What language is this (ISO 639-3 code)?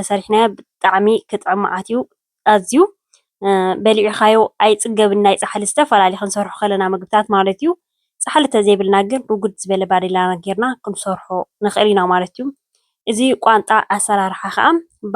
tir